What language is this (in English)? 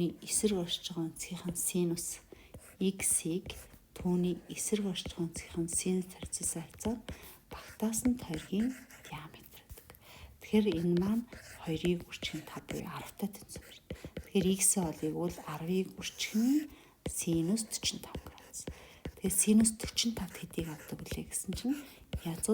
Mongolian